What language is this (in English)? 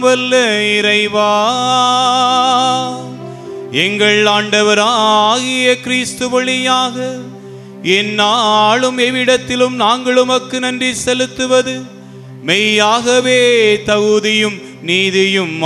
Tamil